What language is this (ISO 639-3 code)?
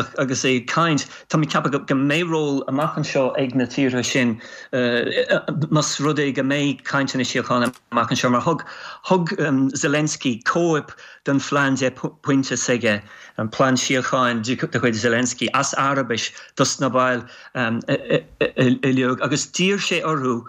gle